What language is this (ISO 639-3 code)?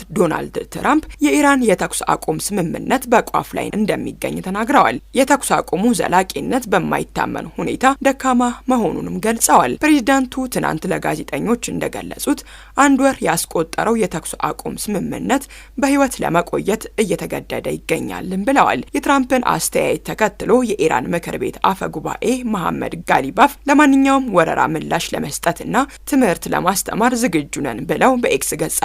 amh